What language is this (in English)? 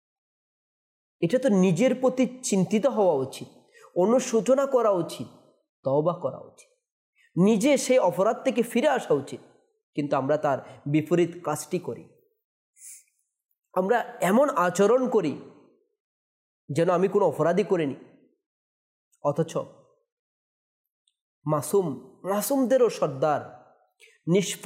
Bangla